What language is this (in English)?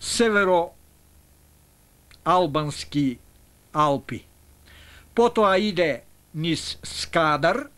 Macedonian